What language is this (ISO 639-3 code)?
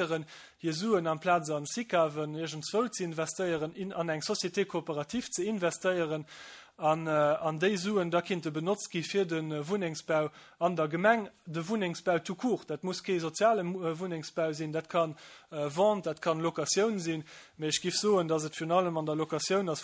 ltz